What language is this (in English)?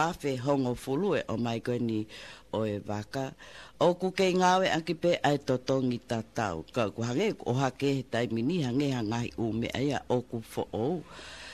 Tongan